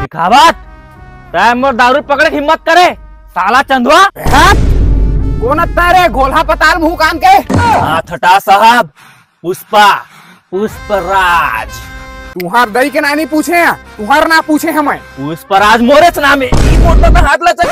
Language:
Chhattisgarhi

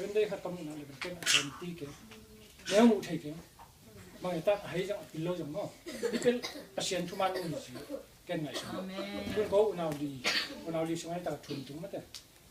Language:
Tedim Chin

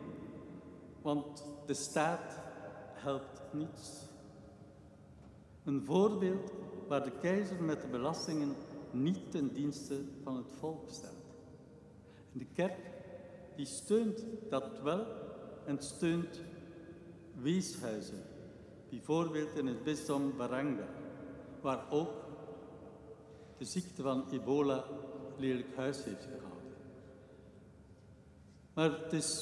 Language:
Dutch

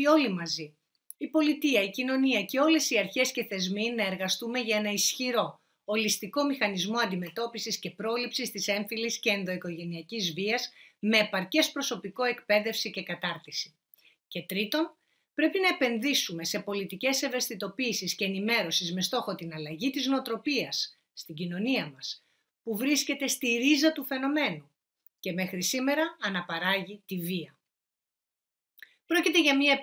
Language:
Greek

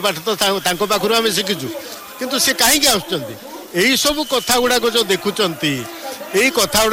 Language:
Odia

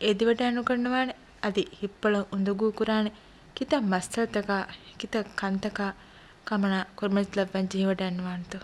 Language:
Divehi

